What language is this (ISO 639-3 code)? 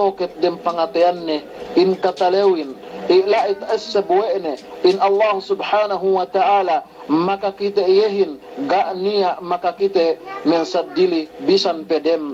yka